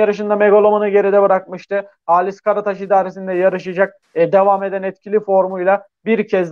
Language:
Turkish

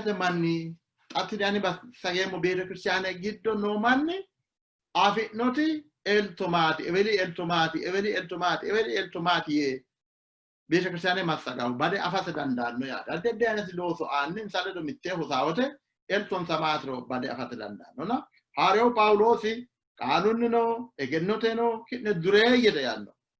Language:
Sidamo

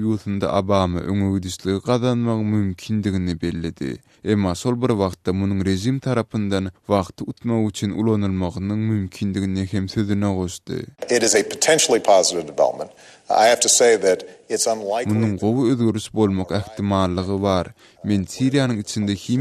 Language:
Turkmen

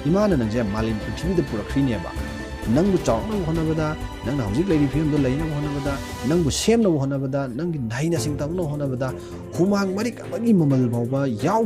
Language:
Manipuri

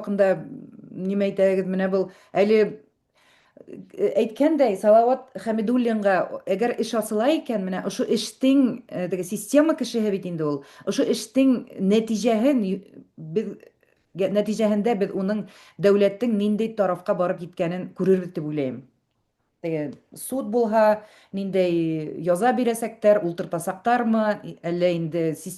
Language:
Bashkir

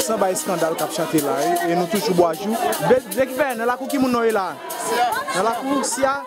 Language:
Haitian Creole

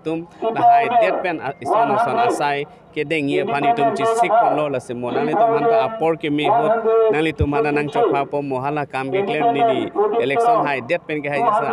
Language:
Karbi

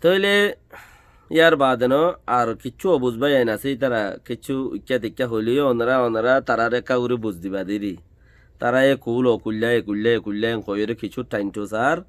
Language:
Rohingya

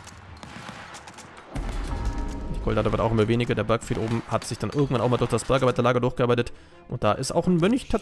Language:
German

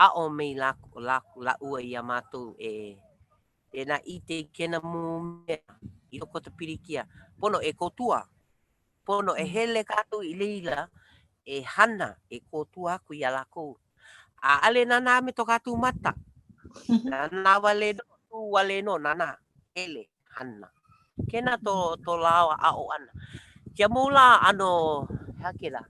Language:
Hawaiian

